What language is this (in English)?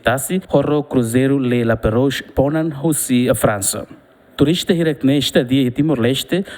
Tetum